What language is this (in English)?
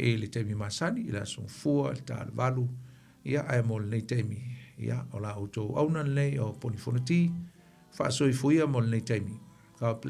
Samoan